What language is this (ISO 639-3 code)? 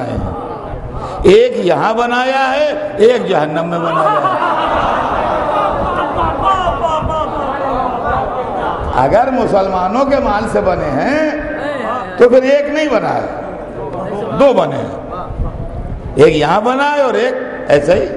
urd